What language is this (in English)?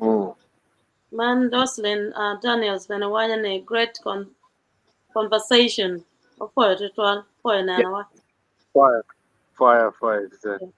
Acoli